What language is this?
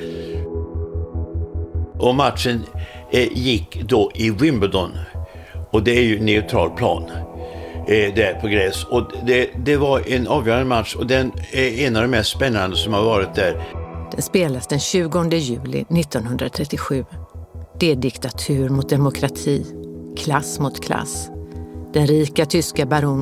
Swedish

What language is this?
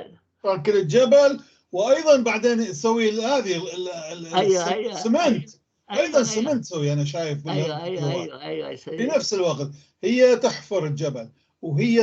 North Levantine Arabic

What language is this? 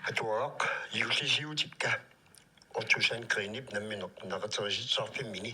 Kalaallisut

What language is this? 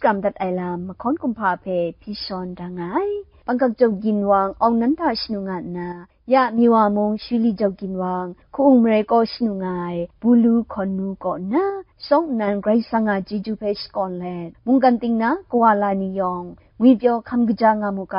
Kachin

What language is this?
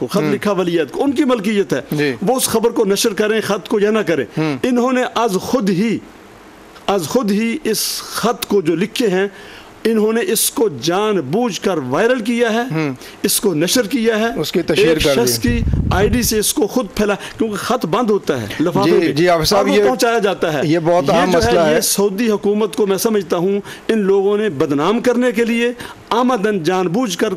Urdu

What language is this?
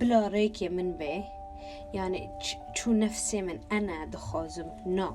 Kurdish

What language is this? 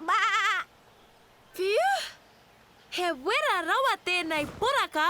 Māori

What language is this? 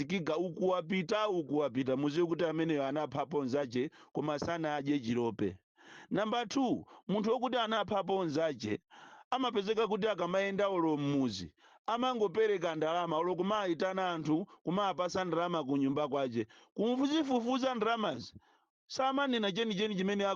Nyanja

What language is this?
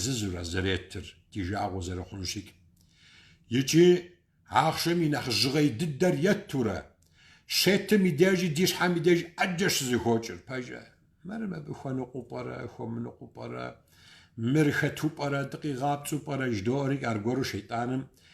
Kabardian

